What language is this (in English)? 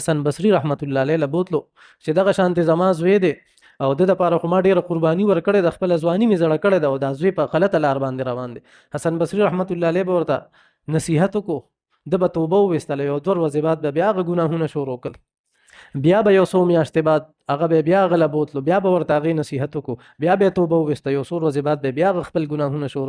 Pashto